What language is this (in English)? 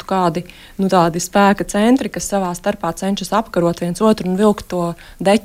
Latvian